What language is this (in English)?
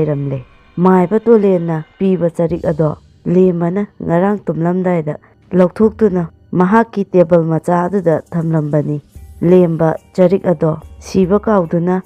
Manipuri